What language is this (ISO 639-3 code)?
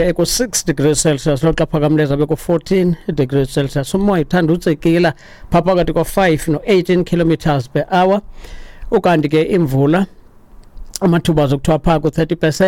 xho